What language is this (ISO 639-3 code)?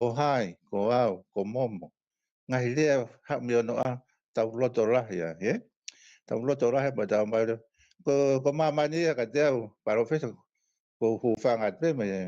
ton